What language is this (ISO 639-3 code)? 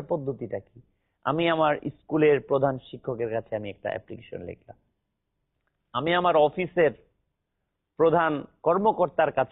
ben